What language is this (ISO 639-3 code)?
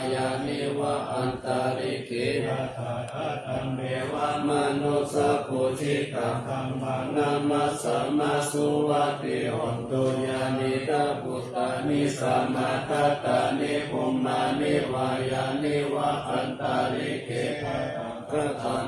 pli